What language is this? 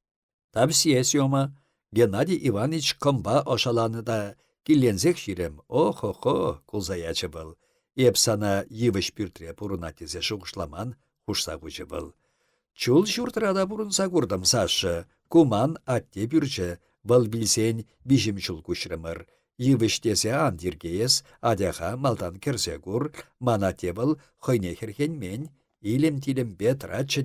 Chuvash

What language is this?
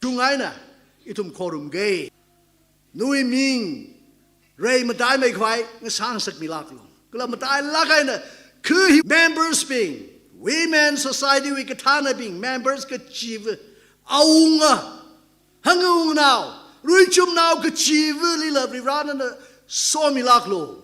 Tangkhul Naga (India)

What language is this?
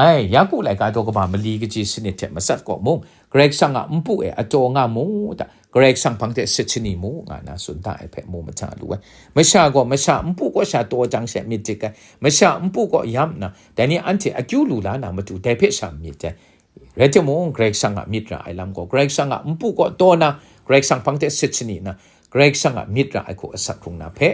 Kachin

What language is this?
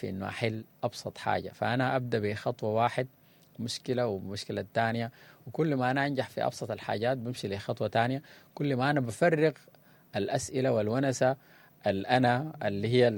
Sudanese Arabic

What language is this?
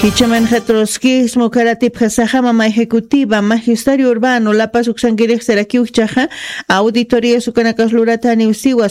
Aymara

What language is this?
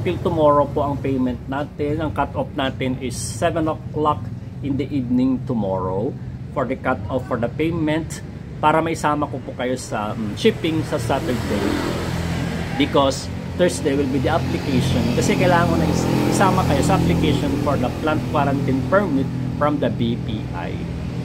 Filipino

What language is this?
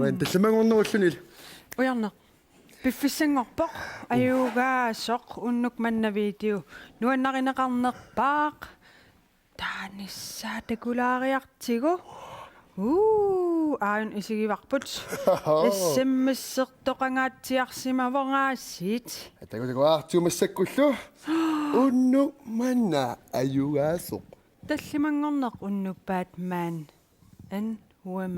Kalaallisut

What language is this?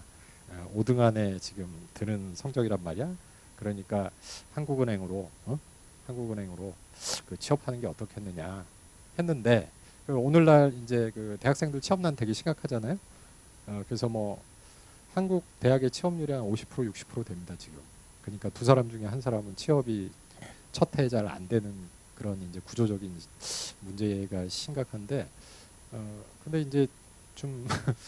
Korean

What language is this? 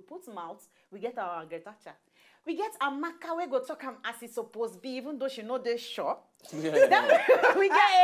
Nigerian Pidgin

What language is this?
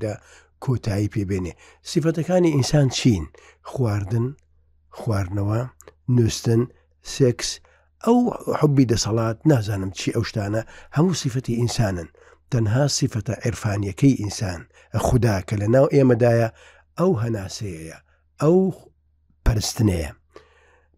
Central Kurdish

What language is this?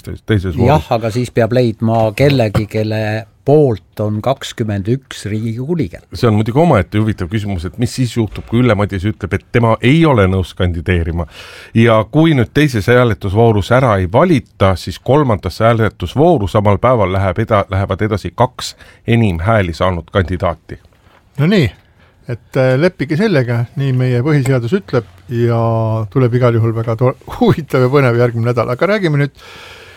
Estonian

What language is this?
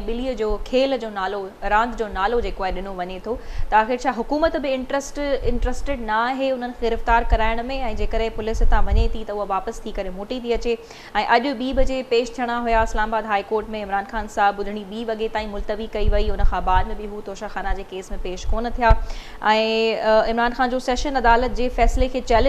Sindhi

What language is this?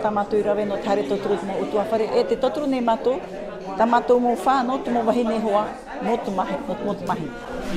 Tahitian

